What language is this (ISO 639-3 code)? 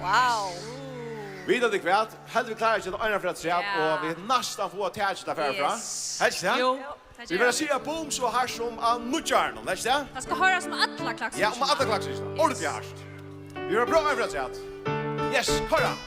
fao